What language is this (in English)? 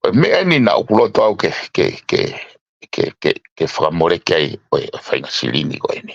Tongan